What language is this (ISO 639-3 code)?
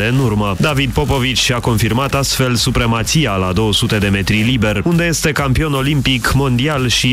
ron